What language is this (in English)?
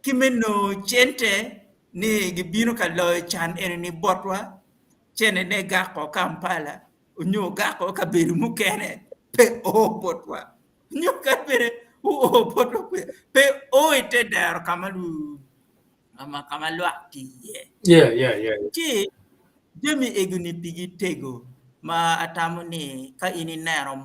Acoli